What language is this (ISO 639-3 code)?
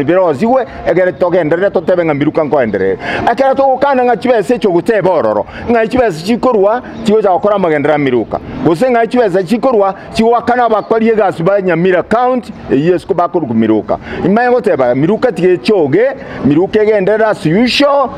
guz